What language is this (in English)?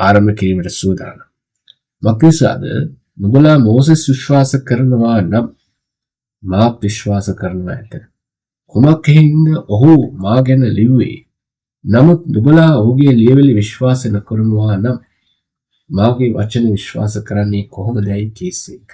Sinhala